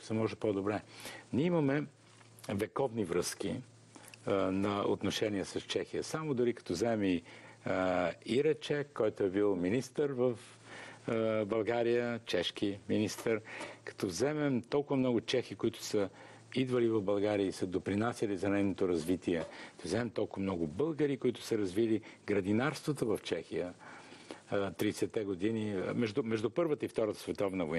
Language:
Bulgarian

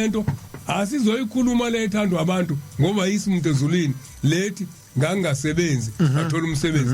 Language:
Zulu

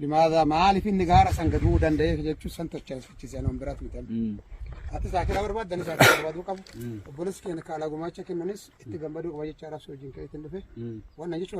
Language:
Oromo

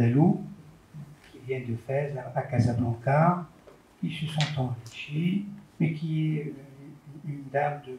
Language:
French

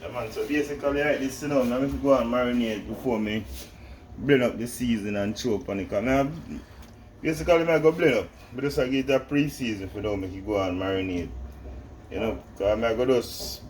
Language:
Jamaican Creole English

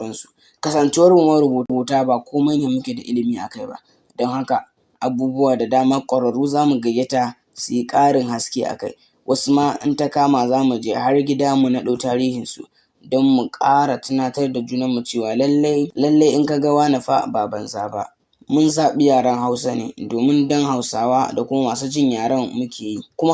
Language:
Hausa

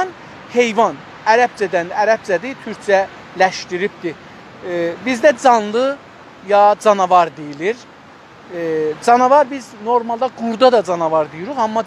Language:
South Azerbaijani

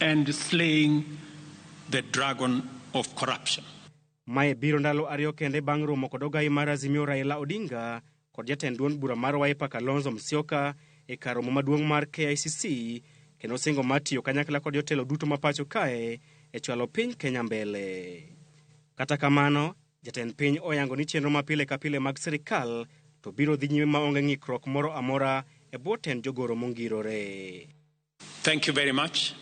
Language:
Luo (Kenya and Tanzania)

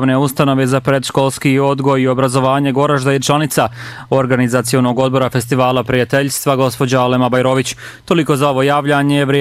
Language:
Bosnian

